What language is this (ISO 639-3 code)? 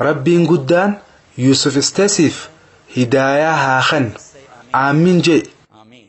orm